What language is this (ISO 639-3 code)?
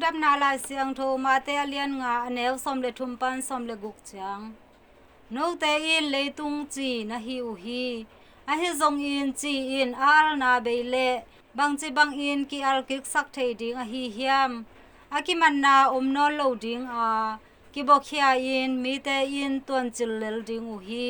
ctd